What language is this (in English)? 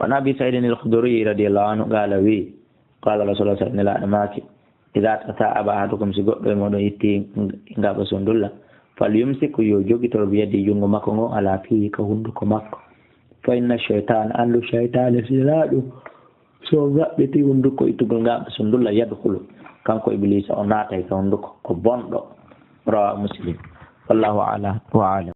Fula